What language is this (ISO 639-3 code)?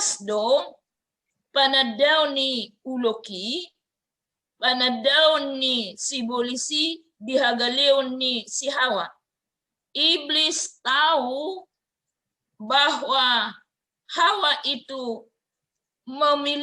bbc